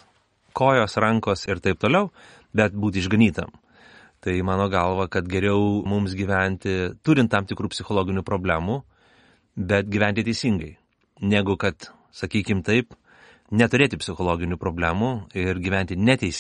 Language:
Lithuanian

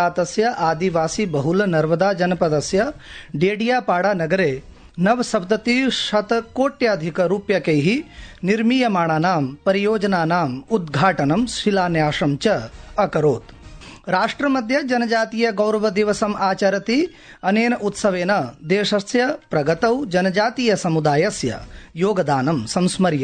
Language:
Sanskrit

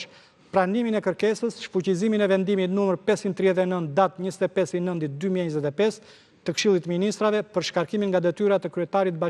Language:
Albanian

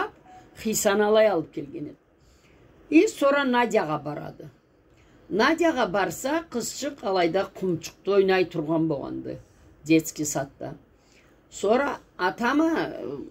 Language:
Karachay-Balkar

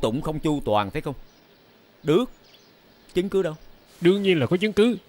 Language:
Vietnamese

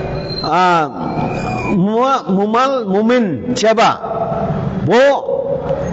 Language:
Dimasa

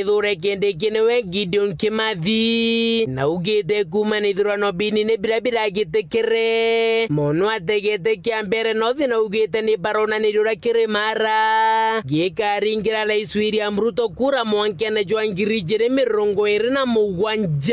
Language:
Meru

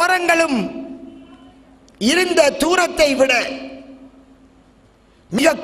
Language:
Tamil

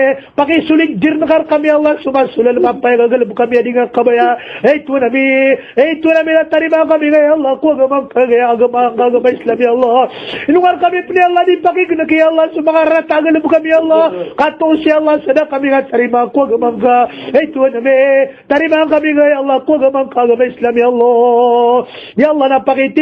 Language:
Maranao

